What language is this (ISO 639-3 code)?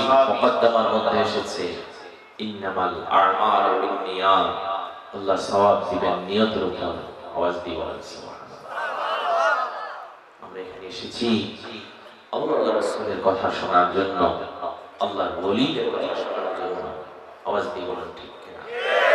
ben